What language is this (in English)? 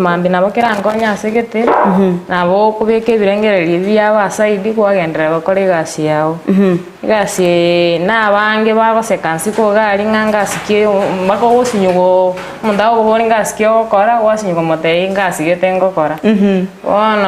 Gusii